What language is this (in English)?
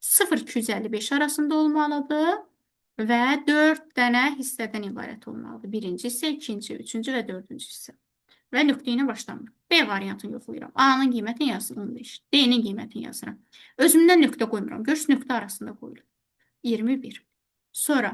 Azerbaijani